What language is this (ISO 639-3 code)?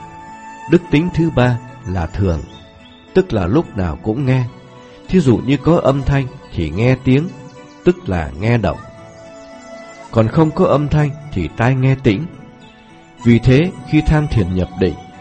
vie